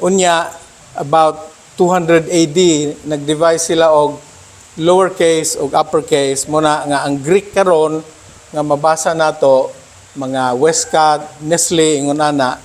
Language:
Cebuano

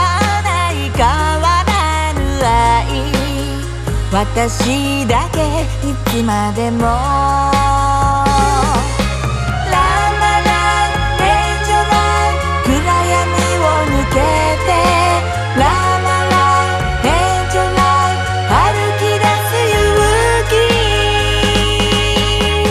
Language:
Japanese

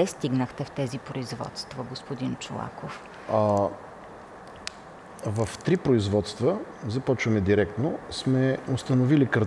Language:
Bulgarian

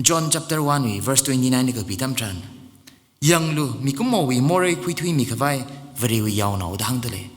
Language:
Tangkhul Naga (India)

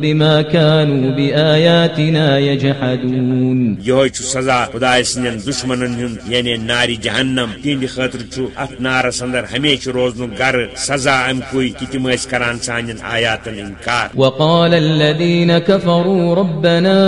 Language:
Kashmiri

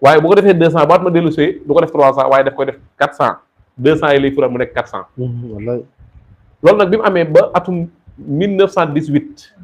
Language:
Wolof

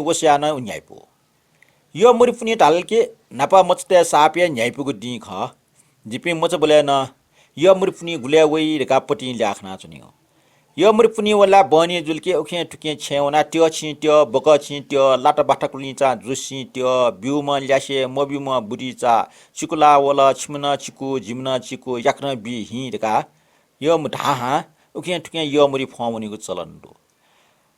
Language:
Newari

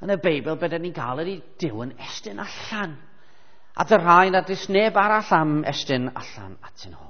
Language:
Welsh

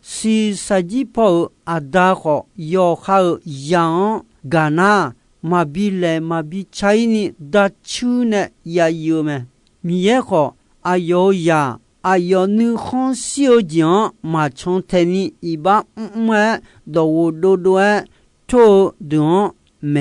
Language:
Akha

